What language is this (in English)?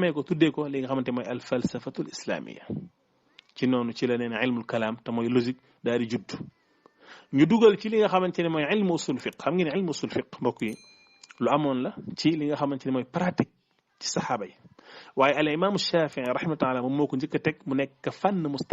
Wolof